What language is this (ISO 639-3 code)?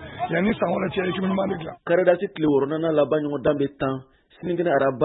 bam